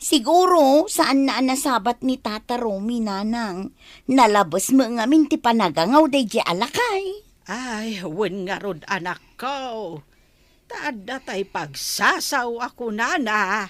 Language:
Iloko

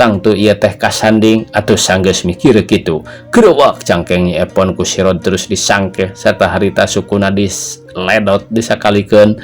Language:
Sundanese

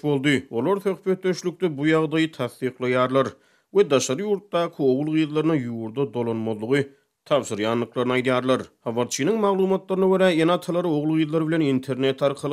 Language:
Turkmen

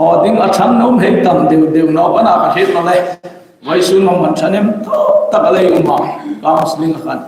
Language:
Hmar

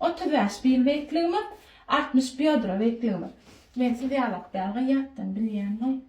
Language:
Turkmen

